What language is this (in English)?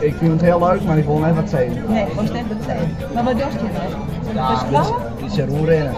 Western Frisian